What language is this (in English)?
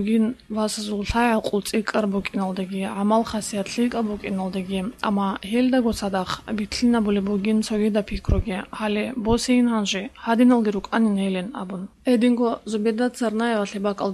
Avaric